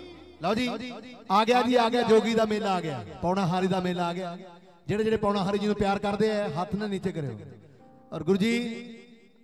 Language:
Punjabi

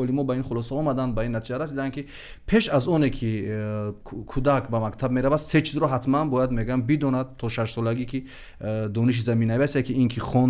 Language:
Tajik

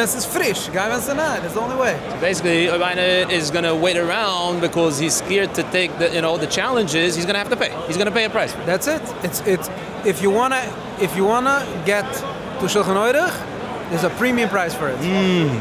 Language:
Yiddish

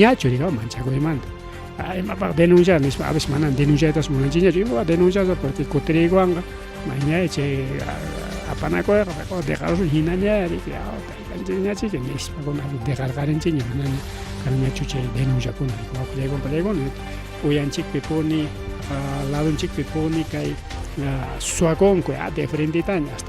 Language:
Ayacucho Quechua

